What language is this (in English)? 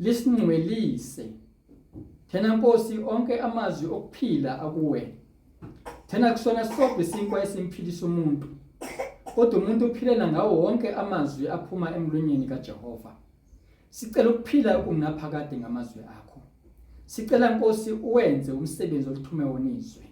Zulu